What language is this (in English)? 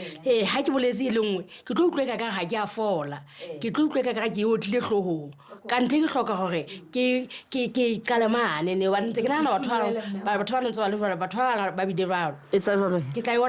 Southern Sotho